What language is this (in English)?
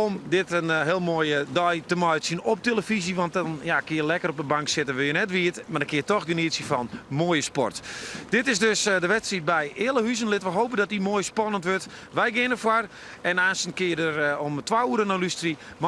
Western Frisian